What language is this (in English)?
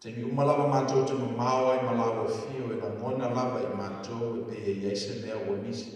Samoan